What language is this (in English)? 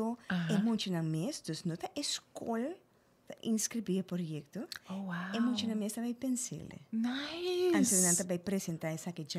Papiamento